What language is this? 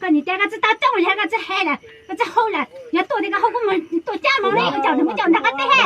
Hmong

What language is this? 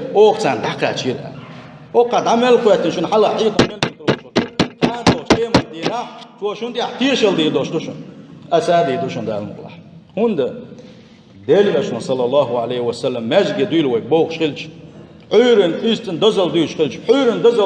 Chechen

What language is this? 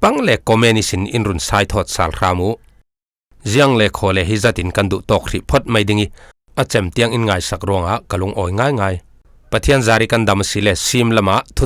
Falam Chin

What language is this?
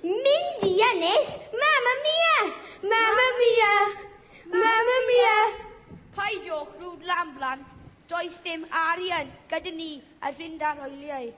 Welsh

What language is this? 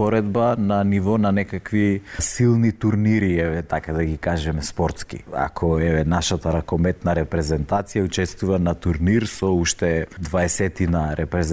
Macedonian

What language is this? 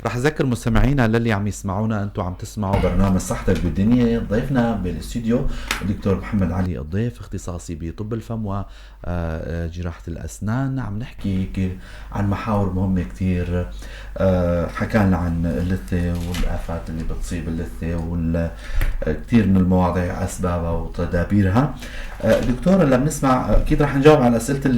North Levantine Arabic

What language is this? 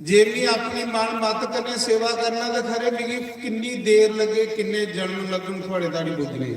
Dogri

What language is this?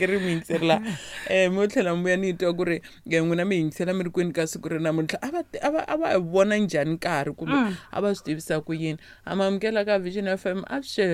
Tsonga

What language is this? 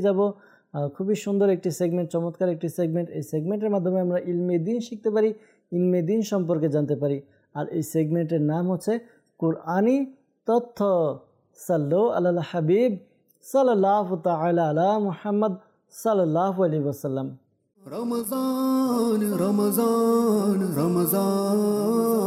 Bangla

